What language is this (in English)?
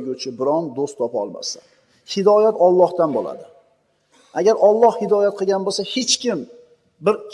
Uzbek